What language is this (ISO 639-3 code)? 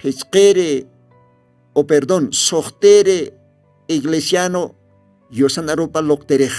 aym